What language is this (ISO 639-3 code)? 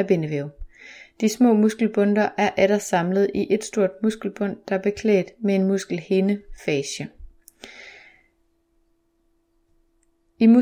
dan